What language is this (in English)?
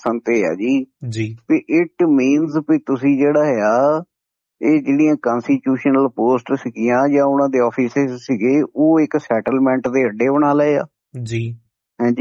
Punjabi